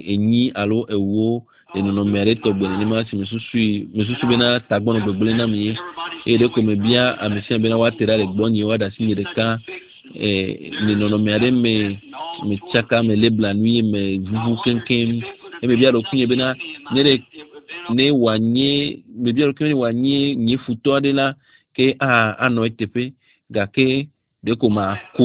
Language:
Ewe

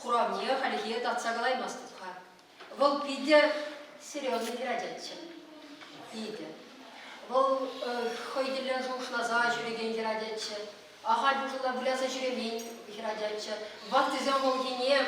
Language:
Chuvash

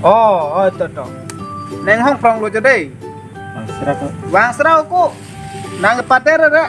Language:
Karbi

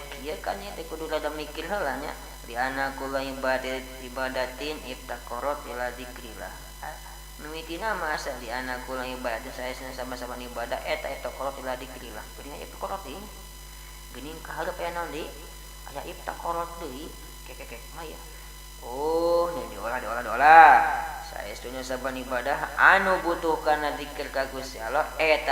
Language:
Sundanese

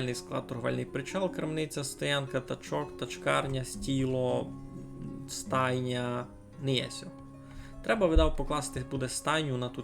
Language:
Rusyn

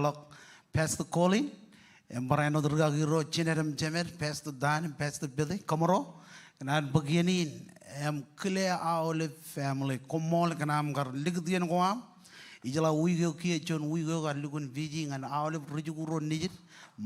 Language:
Marshallese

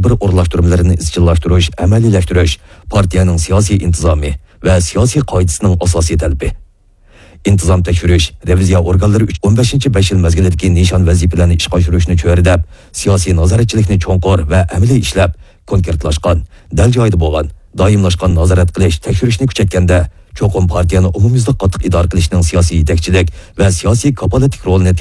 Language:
Uyghur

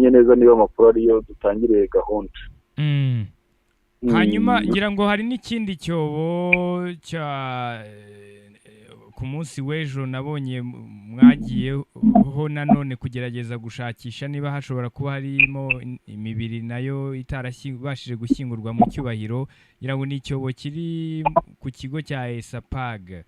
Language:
Kinyarwanda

